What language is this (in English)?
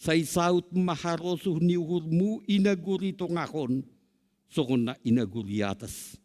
Batak Simalungun